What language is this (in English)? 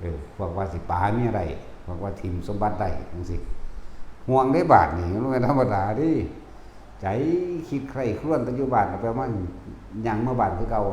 Lao